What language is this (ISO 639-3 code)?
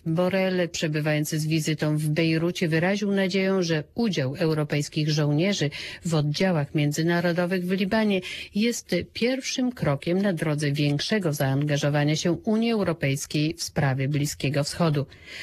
pol